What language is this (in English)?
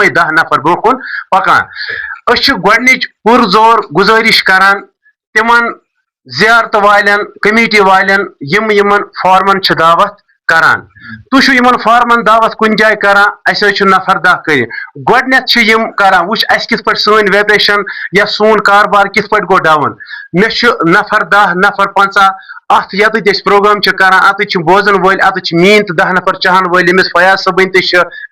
Kashmiri